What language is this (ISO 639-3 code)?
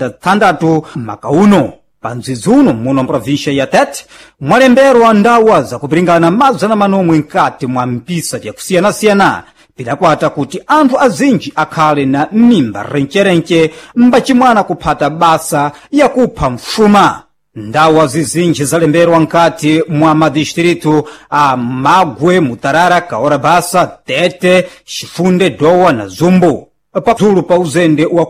seh